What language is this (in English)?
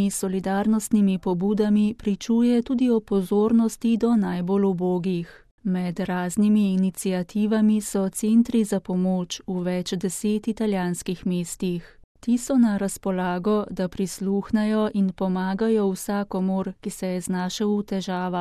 Slovenian